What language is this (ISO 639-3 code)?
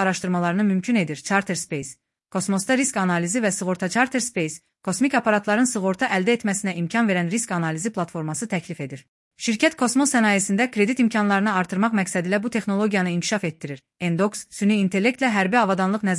aze